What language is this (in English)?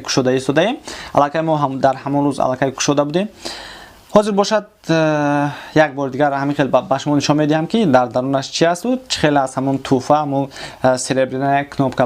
Tajik